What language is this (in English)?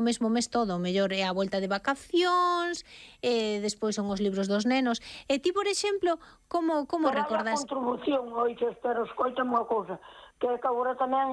Galician